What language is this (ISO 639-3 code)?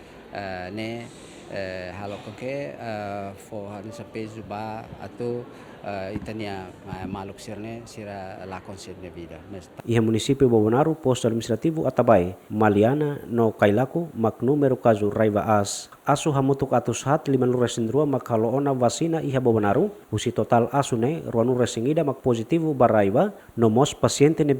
tet